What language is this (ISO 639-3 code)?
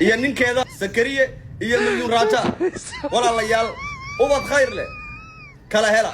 som